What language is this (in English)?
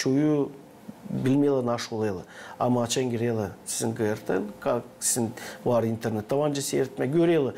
Gagauz